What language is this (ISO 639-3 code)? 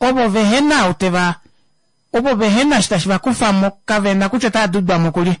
kua